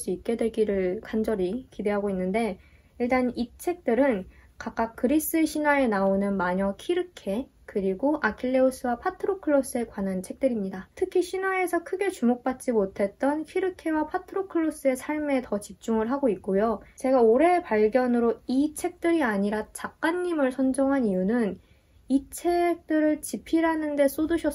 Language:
Korean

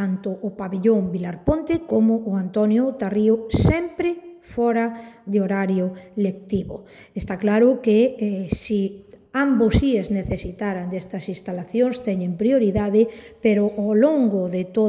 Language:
Galician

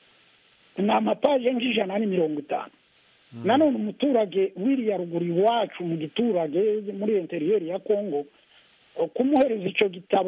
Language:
Kinyarwanda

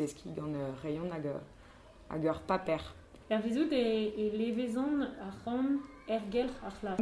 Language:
Breton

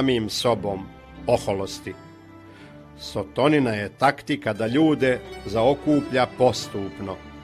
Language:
Croatian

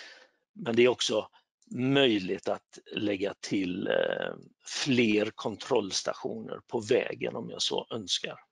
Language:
Swedish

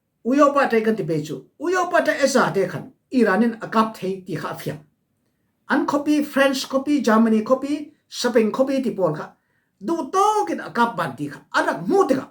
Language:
Falam Chin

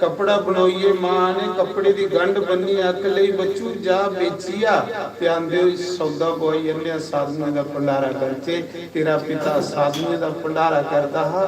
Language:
Dogri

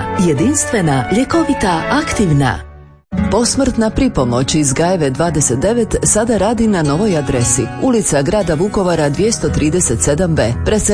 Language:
Croatian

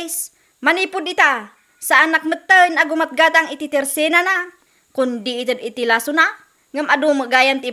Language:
Iloko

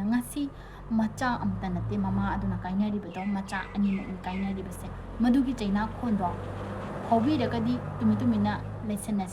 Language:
Manipuri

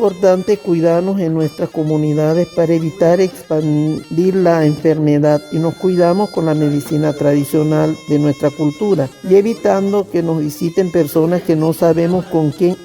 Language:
Wayuu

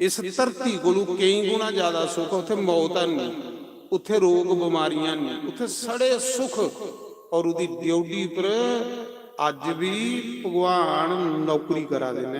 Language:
Dogri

